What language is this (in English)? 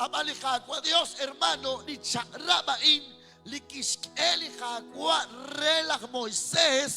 Kekchí